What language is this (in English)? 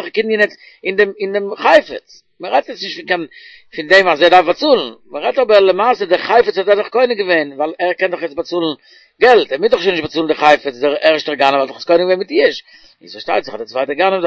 Yiddish